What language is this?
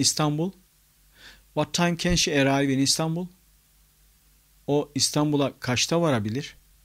Turkish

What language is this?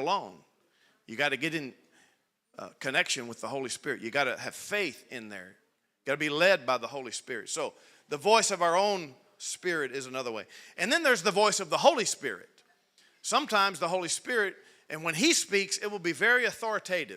English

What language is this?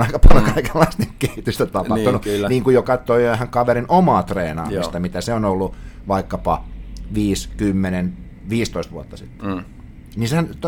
Finnish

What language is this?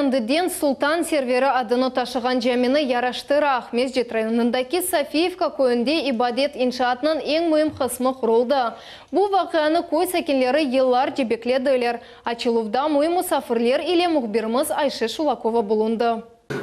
Crimean Tatar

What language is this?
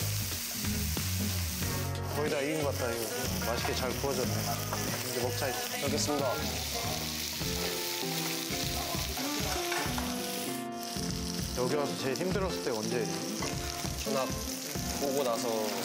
Korean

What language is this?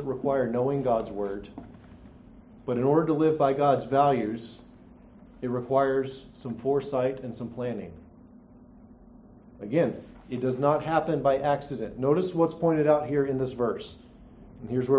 English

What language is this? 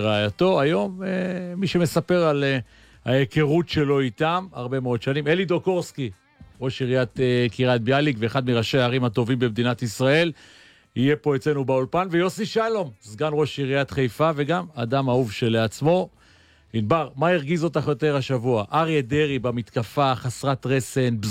Hebrew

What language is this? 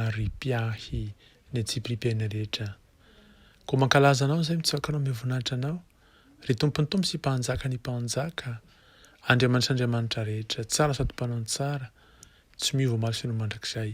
Malagasy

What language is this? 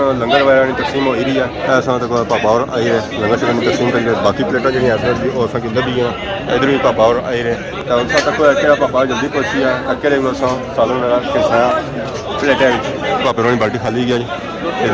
Pahari-Potwari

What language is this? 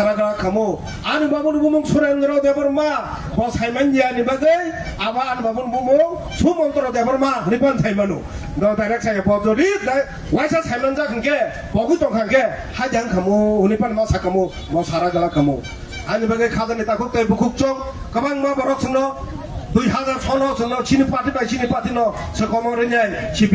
Kok Borok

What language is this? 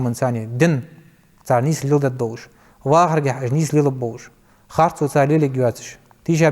Ingush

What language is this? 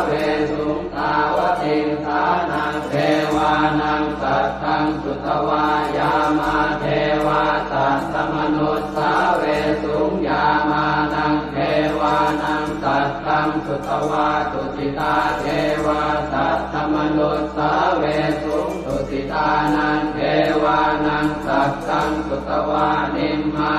Pali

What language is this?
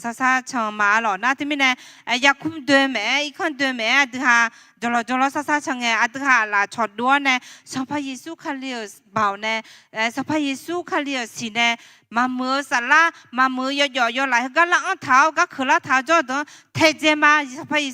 Akha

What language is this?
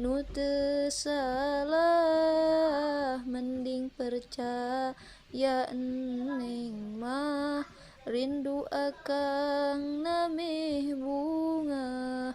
Sundanese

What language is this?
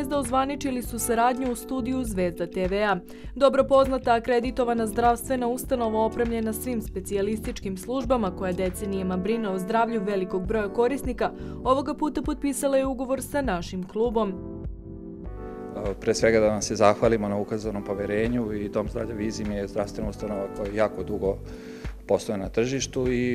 Serbian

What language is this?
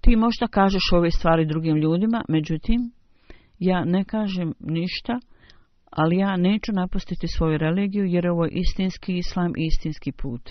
Bosnian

